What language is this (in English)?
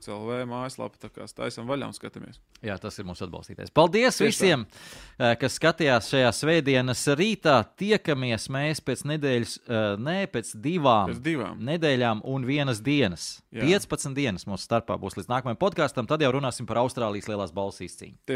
Latvian